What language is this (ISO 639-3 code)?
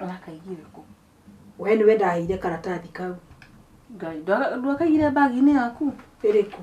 kik